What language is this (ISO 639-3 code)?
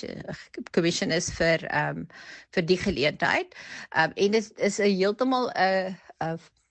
afr